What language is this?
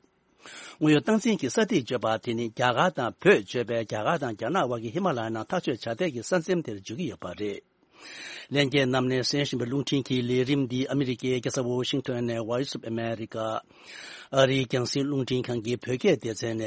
Tibetan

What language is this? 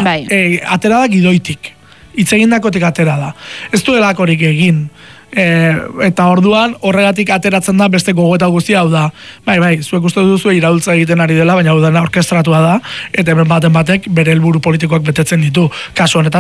Basque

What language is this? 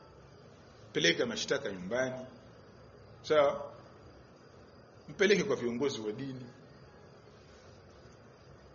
Swahili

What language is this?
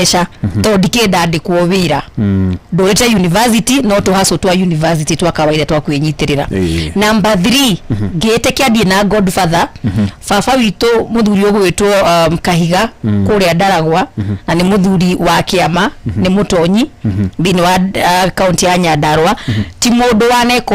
Kikuyu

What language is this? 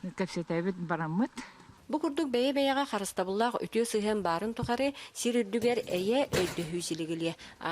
Yakut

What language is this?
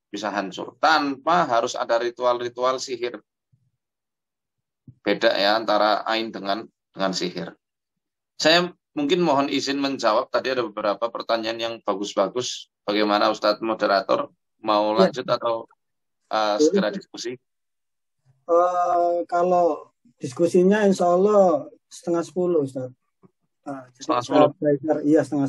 Indonesian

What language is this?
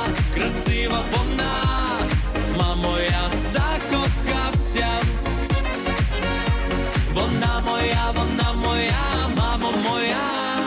Ukrainian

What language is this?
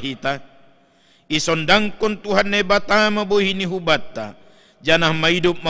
Batak Simalungun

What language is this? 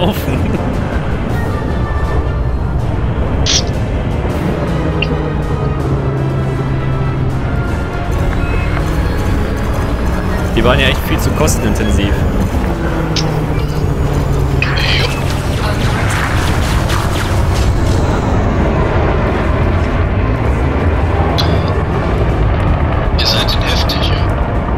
German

